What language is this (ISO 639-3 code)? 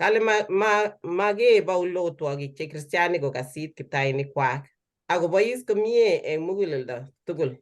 kln